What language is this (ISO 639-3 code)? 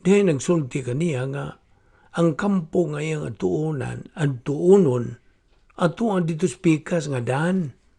ceb